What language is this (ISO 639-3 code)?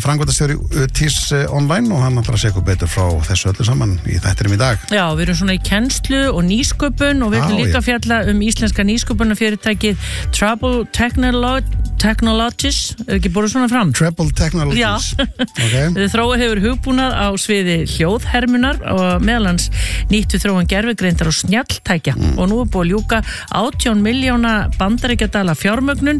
isl